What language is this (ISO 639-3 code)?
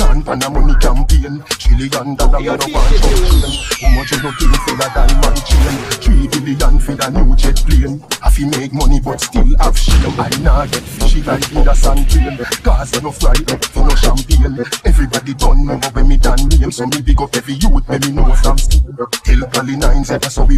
fra